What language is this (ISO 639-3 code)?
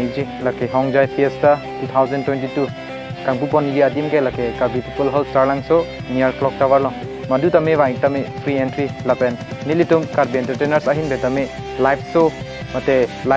mjw